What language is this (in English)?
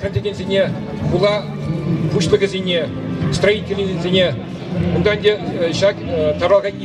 Chuvash